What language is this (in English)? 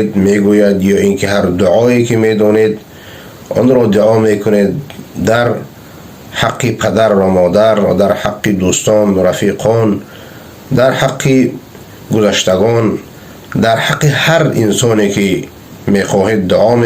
Persian